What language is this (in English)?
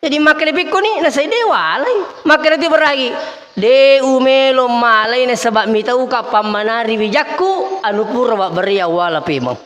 Buginese